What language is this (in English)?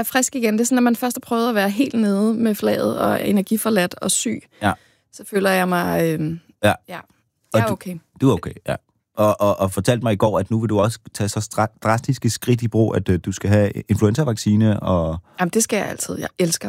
Danish